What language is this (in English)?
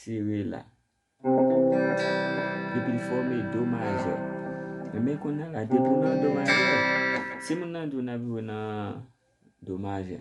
Haitian Creole